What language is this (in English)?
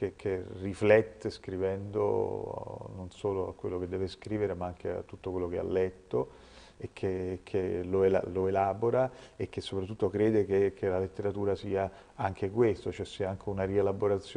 Italian